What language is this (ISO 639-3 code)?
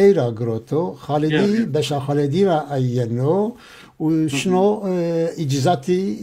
zza